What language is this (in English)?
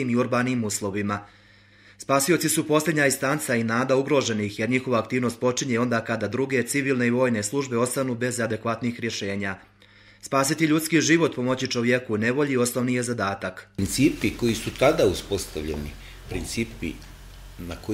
Bosnian